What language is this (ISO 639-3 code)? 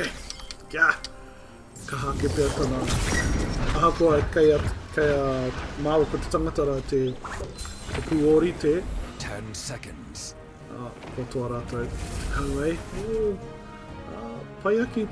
mri